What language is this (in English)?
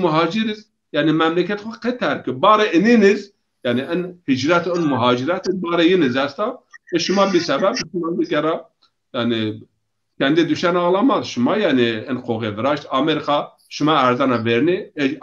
Zaza